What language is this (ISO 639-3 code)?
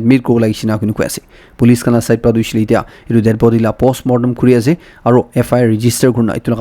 nag